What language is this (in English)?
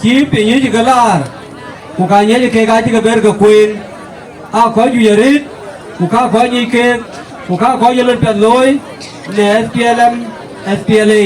Dinka